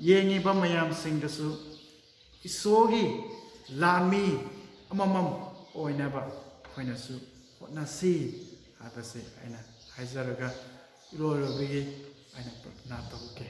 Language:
Manipuri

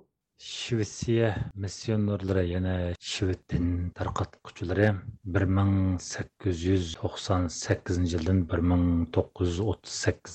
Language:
Uyghur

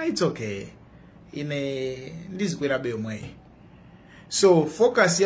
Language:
Nyanja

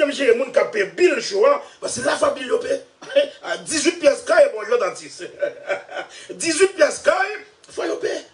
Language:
Haitian Creole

